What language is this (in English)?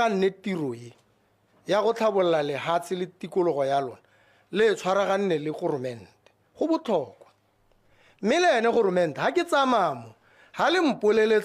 Tswana